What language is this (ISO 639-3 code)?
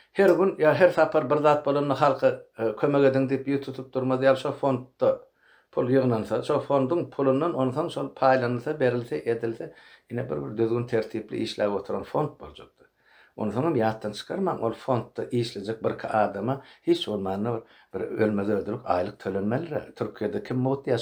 tuk